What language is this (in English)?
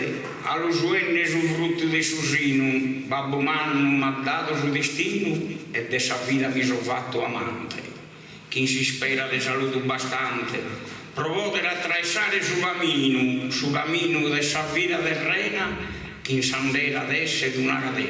Sardinian